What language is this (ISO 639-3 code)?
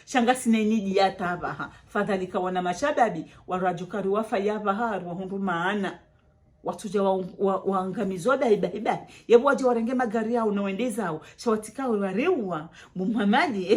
zdj